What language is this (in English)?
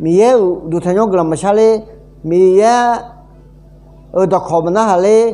Akha